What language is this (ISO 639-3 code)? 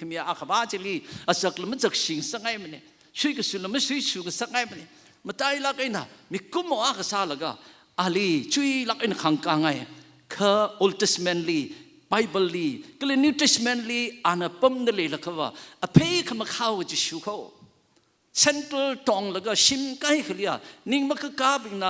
nmf